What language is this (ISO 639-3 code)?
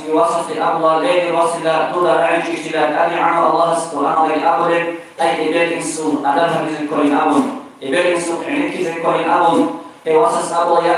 ava